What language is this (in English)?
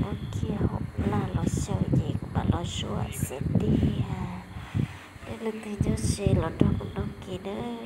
Hmong